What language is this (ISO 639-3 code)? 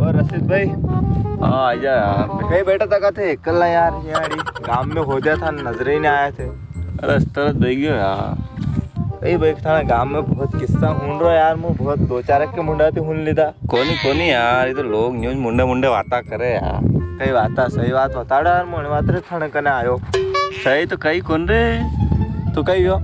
raj